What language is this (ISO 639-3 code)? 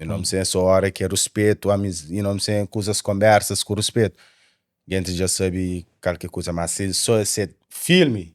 kea